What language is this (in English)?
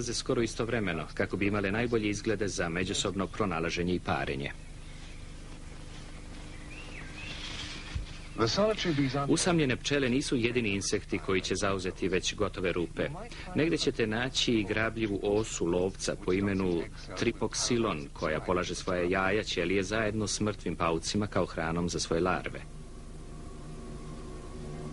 Serbian